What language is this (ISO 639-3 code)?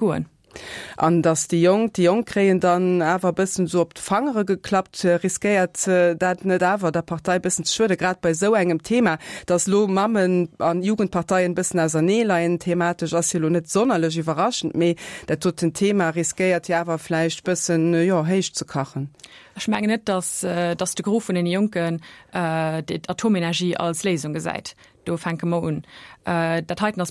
ltz